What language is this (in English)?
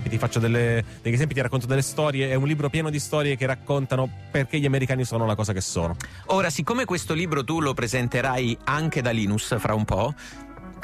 Italian